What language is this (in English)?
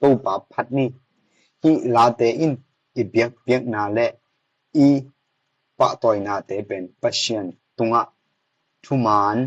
Tedim Chin